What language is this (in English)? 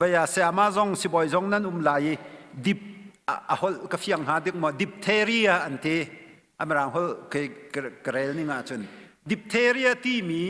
Hakha Chin